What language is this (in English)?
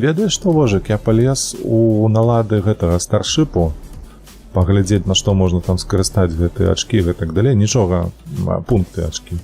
Belarusian